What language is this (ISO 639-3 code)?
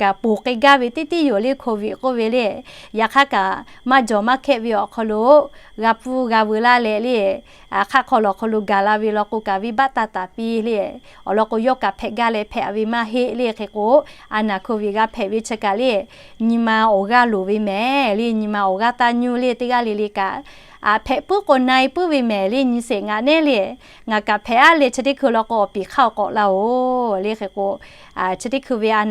lhu